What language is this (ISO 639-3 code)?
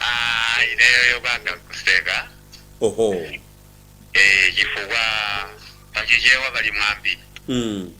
nya